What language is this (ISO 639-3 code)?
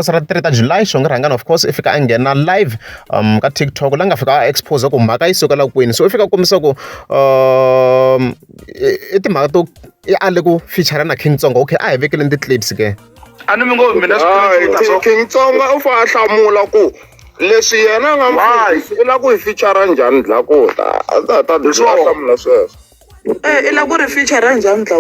tso